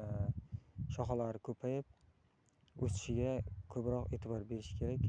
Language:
Uzbek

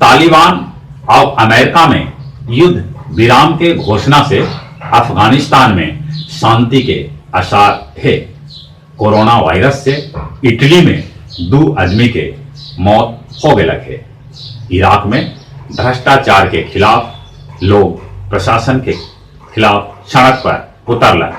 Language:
Magahi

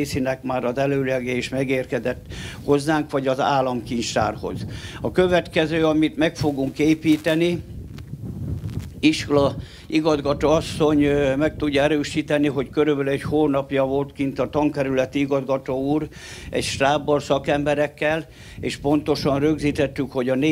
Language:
Hungarian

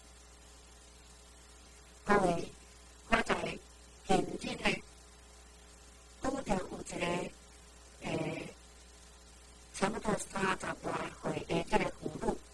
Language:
Min Nan Chinese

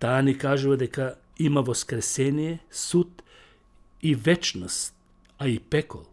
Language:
Macedonian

